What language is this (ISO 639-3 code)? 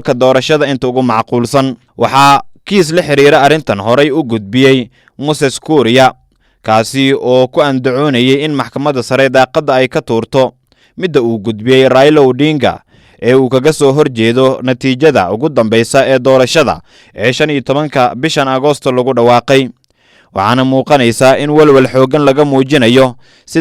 som